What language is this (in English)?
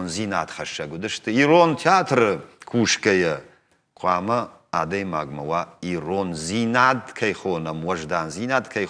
Ossetic